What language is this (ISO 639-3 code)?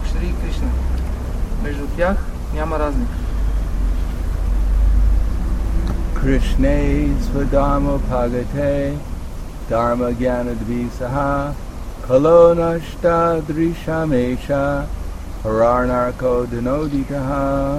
bul